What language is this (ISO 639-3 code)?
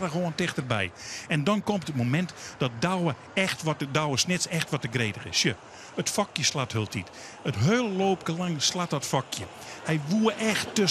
fry